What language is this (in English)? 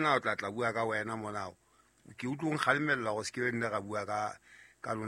Southern Sotho